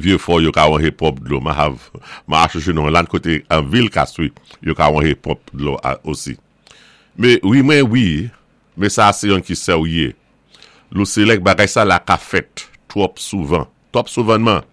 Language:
Saint Lucian Creole French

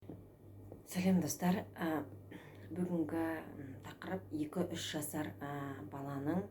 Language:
Kazakh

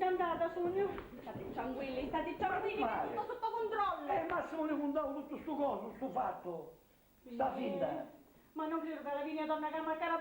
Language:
Sicilian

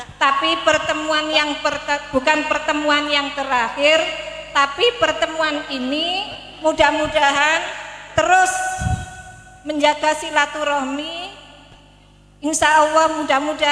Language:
Indonesian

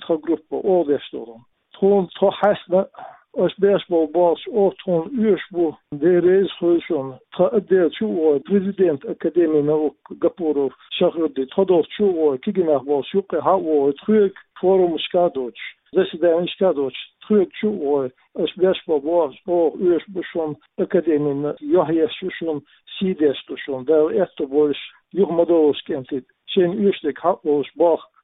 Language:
Chechen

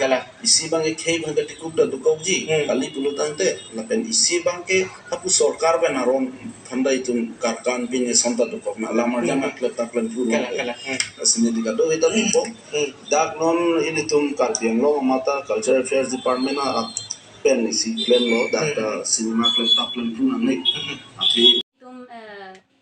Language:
Karbi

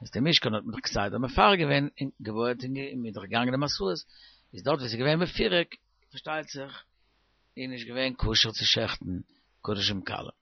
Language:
Yiddish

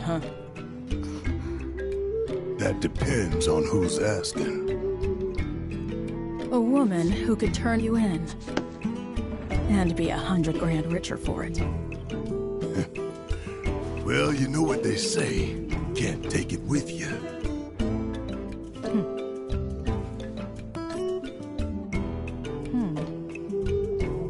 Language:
English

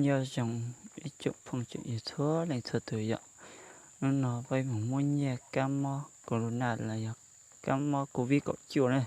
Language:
Hmong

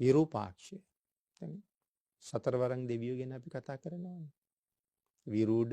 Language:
Sinhala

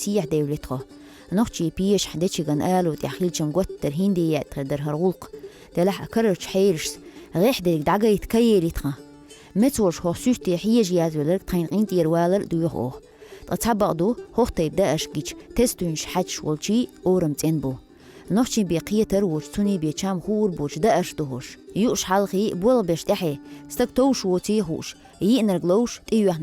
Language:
Chechen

